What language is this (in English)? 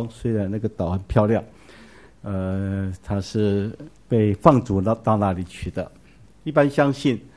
Chinese